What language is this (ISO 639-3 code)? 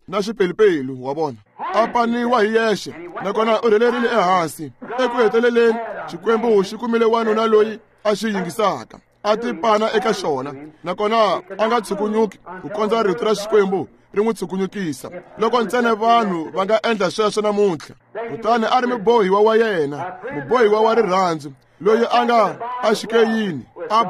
tso